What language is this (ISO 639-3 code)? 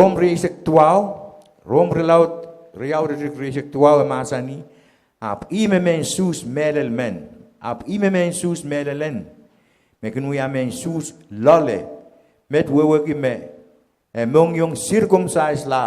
pon